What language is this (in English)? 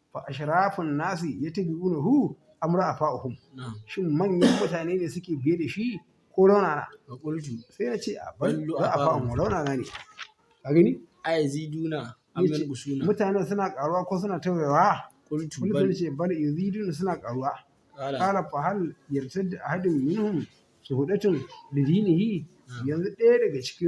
Hausa